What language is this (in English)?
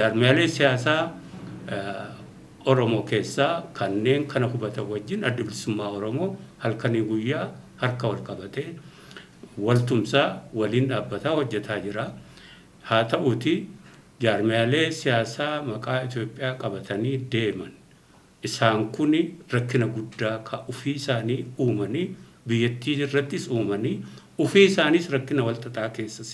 Oromo